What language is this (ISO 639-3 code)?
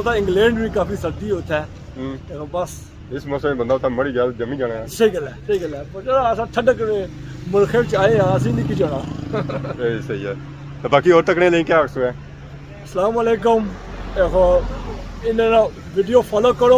phr